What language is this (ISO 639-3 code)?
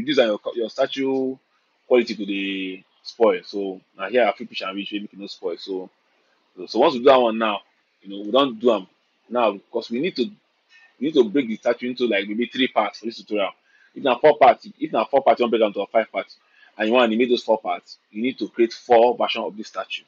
pcm